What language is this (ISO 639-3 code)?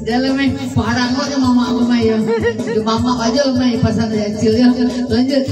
min